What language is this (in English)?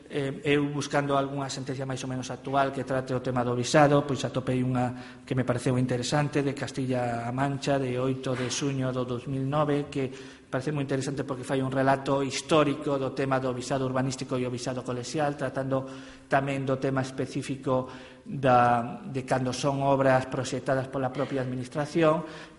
Galician